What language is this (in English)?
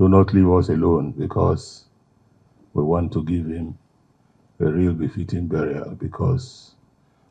Nigerian Pidgin